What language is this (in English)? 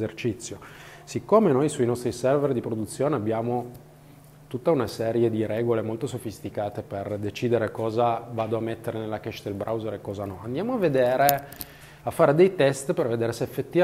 Italian